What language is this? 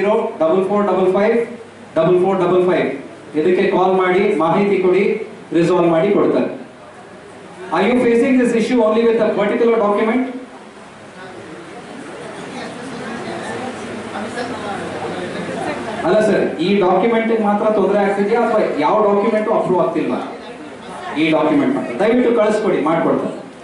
Kannada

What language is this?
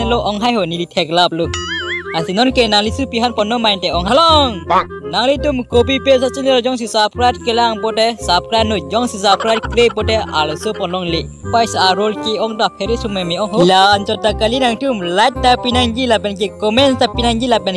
Karbi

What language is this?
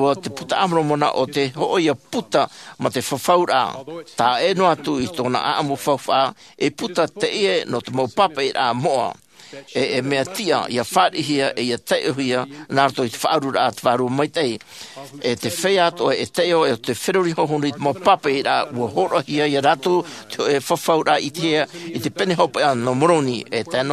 Tahitian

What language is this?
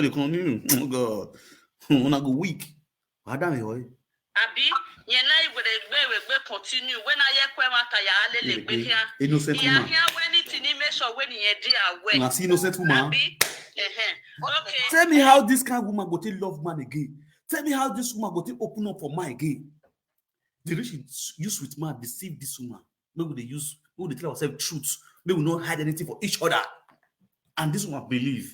Nigerian Pidgin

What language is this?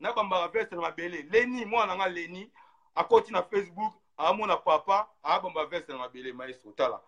Lingala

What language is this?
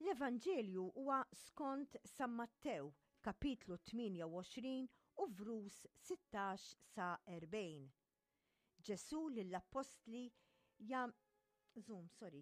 Maltese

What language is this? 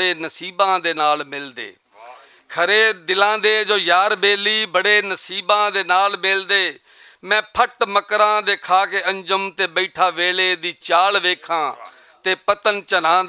Western Panjabi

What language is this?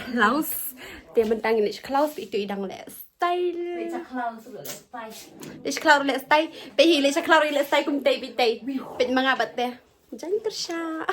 Khasi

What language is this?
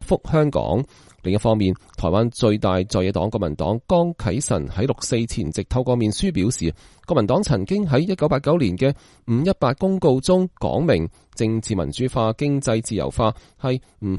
Cantonese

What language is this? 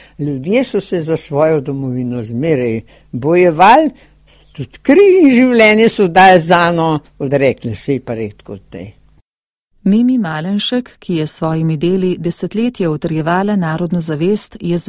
Slovenian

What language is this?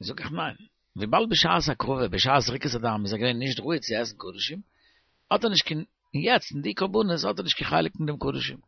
Yiddish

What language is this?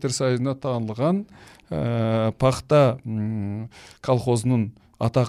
Kyrgyz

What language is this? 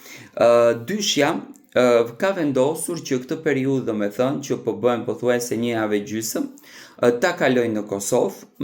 Albanian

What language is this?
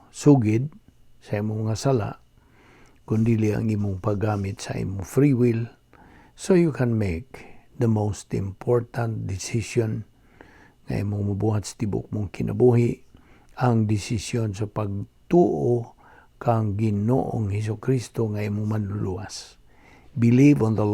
Cebuano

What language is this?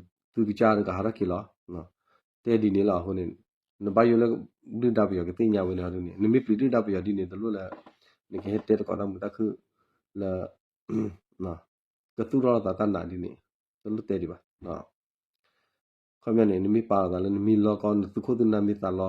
S'gaw Karen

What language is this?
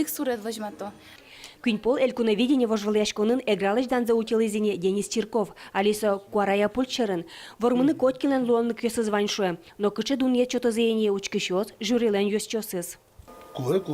Udmurt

